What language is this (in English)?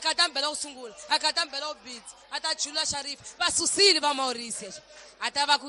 Tsonga